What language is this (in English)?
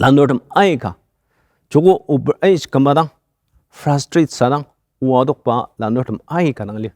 Ao Naga